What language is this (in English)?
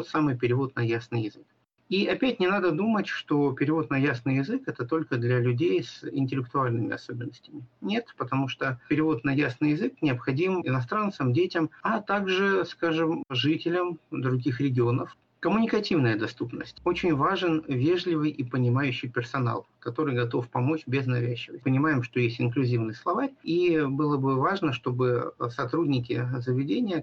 Russian